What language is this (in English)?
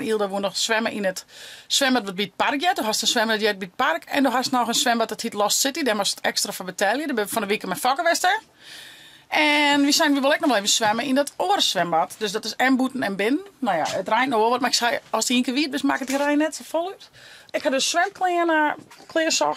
Western Frisian